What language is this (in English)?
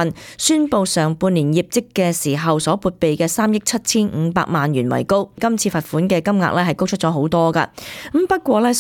Cantonese